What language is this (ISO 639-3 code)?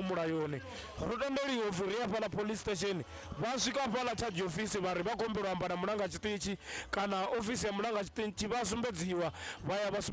ven